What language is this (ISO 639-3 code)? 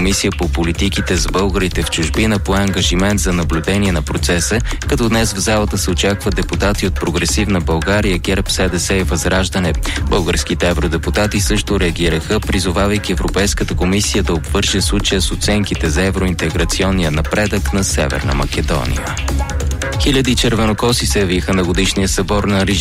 bul